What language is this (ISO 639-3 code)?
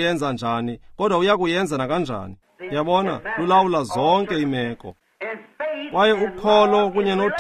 xho